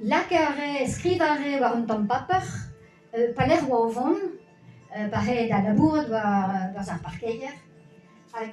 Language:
Breton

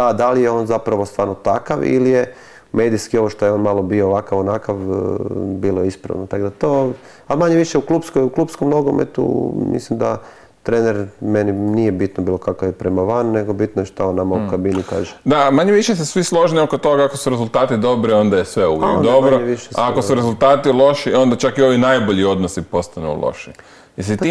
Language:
Croatian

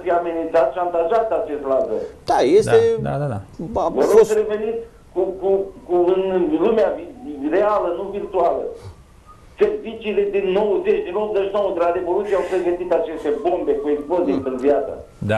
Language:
Romanian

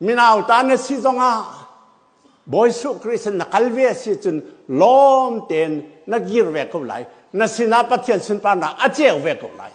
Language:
Hakha Chin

